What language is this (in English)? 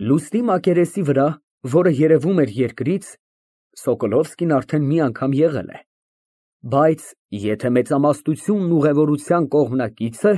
Armenian